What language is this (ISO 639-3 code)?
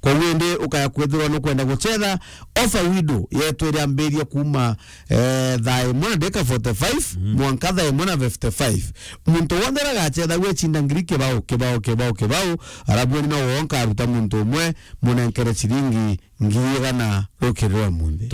mer